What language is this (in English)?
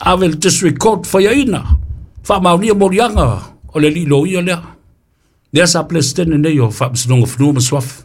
Samoan